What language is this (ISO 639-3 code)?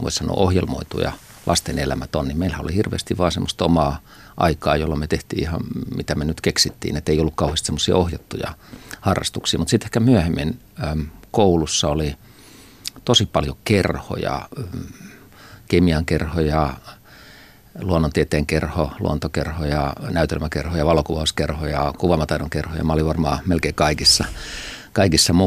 fin